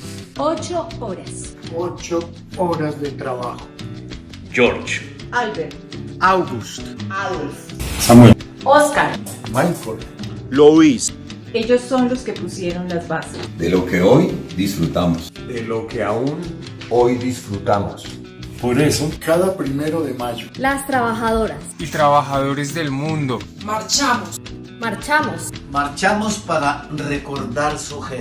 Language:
Spanish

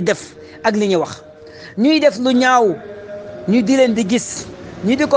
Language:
Wolof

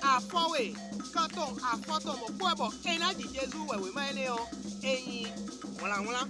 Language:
Fon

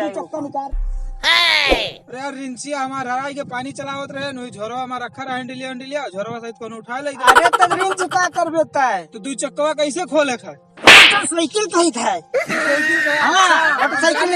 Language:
Awadhi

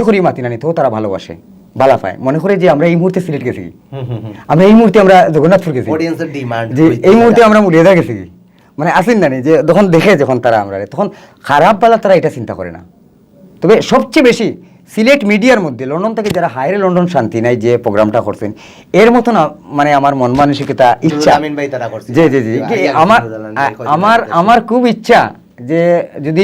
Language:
Sylheti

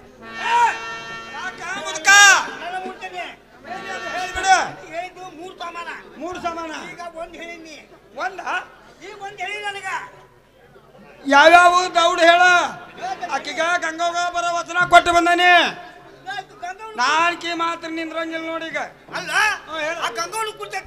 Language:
Kannada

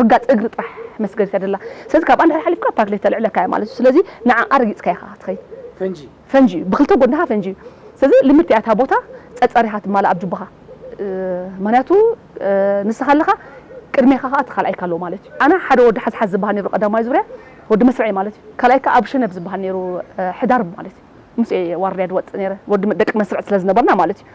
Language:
Tigrinya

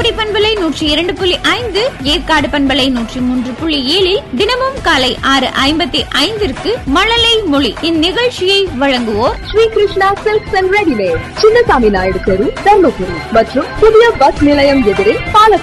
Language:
Tamil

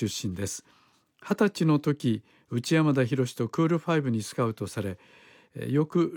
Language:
Japanese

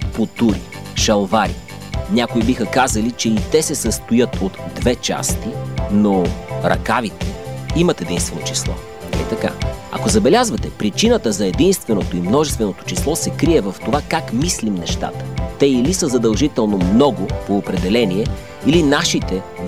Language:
Bulgarian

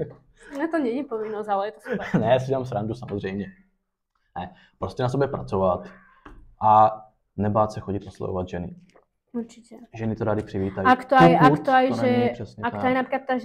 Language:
Czech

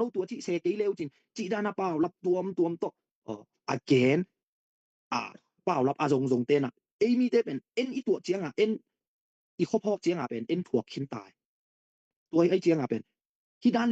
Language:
Tedim Chin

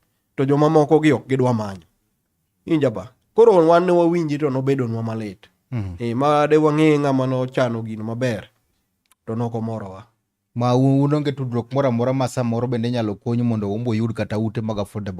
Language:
Luo (Kenya and Tanzania)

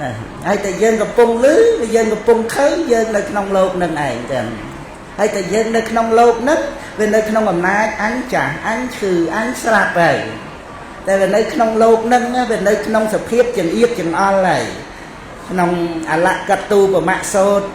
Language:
Khmer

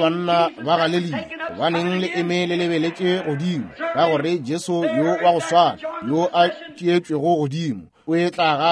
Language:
Northern Sotho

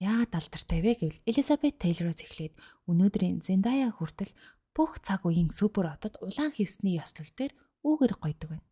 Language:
Mongolian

